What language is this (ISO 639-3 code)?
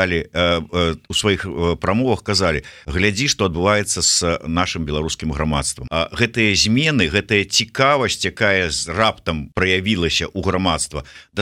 bel